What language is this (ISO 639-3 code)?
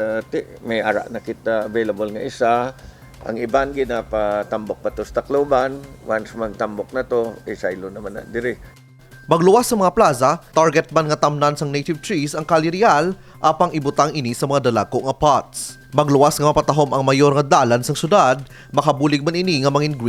hil